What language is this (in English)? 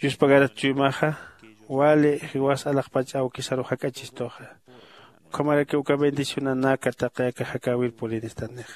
Aymara